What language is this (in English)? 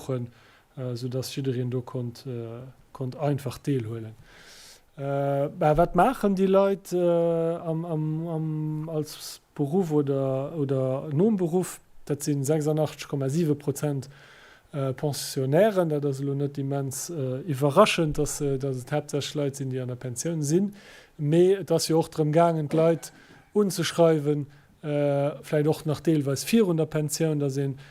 Luxembourgish